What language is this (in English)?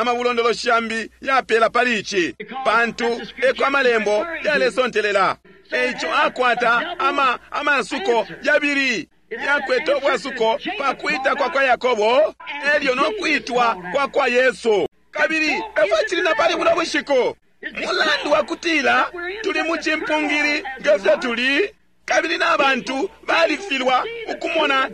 Bemba